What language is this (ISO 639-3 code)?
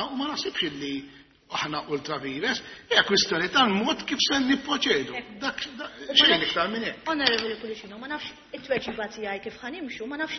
mlt